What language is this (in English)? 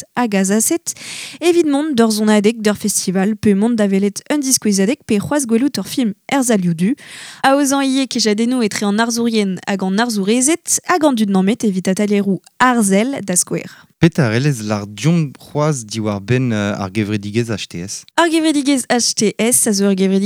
Breton